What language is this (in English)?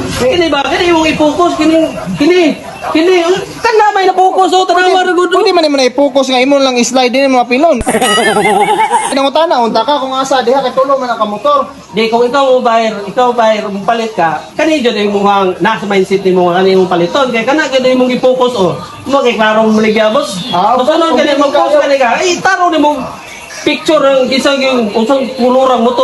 Cebuano